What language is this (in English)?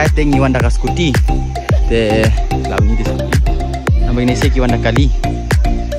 Khasi